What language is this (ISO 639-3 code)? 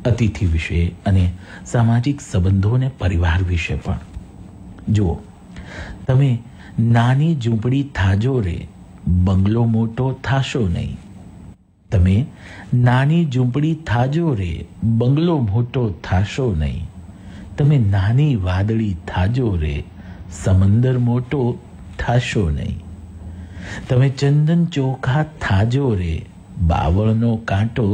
guj